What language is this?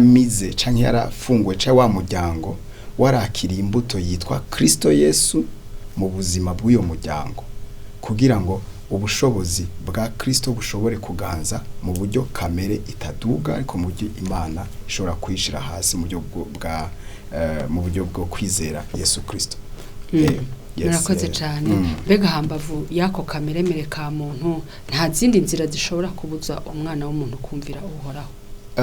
Rundi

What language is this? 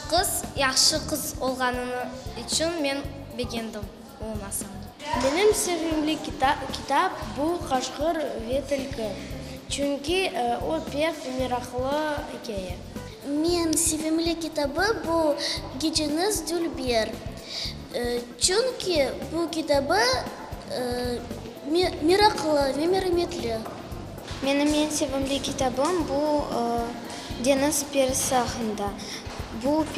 Crimean Tatar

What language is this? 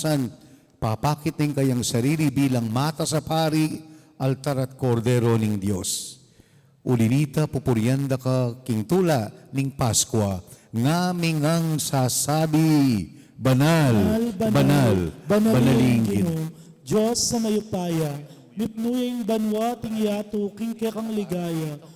Pampanga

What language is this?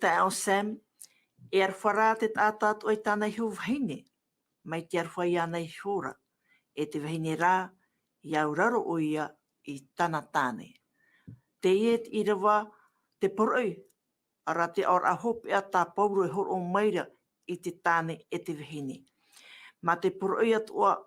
Tahitian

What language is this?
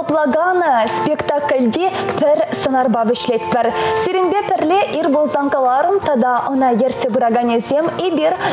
Chuvash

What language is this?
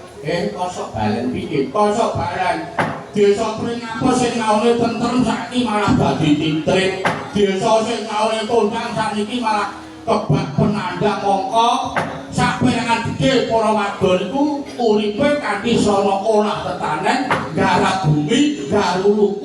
Javanese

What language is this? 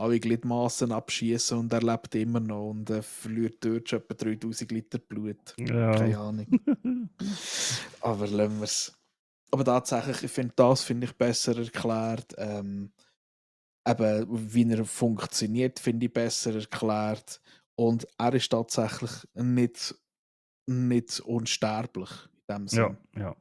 Swiss German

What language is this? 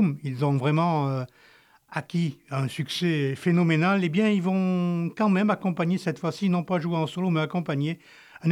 French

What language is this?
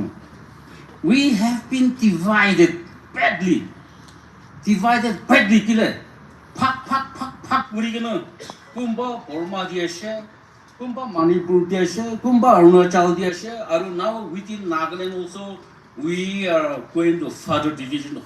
Naga Pidgin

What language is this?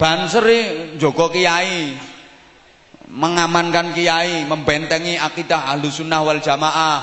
Javanese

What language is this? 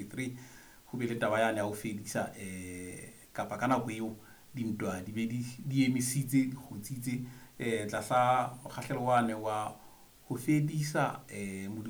Southern Sotho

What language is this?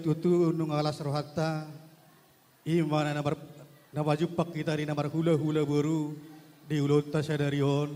Batak Toba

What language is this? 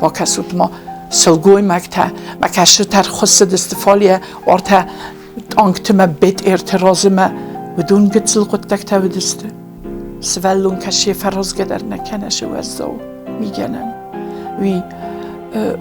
Ossetic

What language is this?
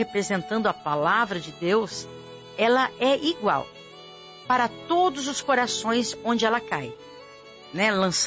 Portuguese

